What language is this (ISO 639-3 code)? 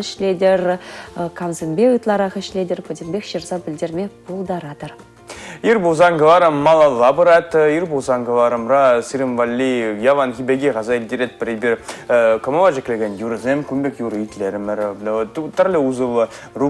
chv